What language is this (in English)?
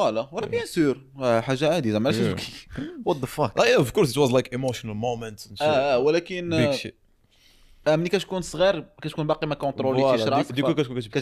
Moroccan Arabic